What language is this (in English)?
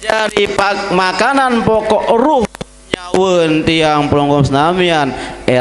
Sasak